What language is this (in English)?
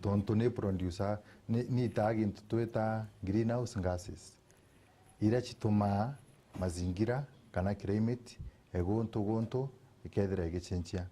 Meru